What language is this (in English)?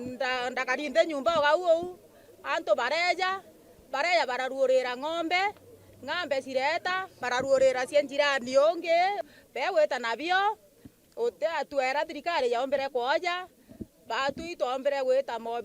Meru